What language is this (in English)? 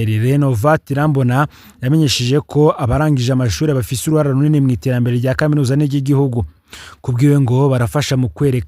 Rundi